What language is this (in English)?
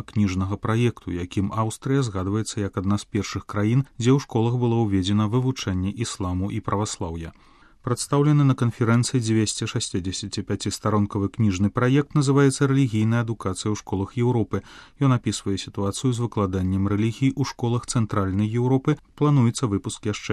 Belarusian